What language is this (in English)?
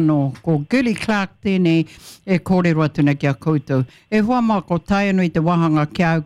Māori